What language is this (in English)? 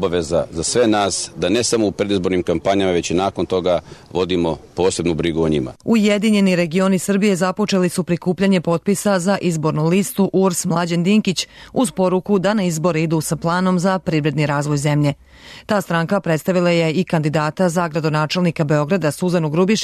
Serbian